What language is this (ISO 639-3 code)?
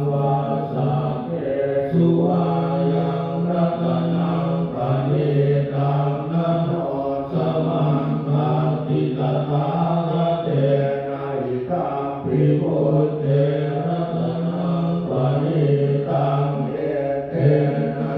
pli